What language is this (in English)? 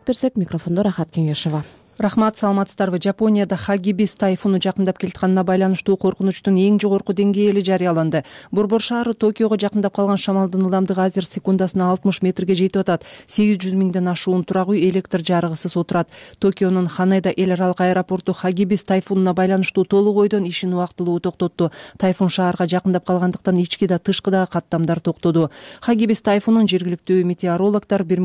Kyrgyz